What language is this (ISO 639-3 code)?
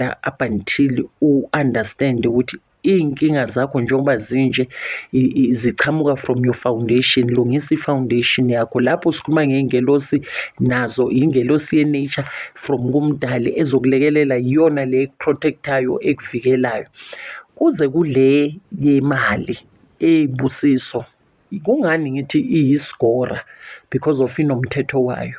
zul